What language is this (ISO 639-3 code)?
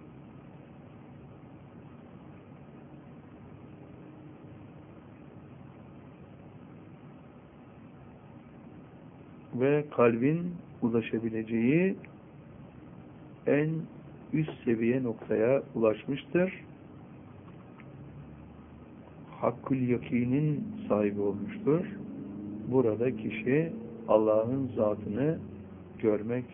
tur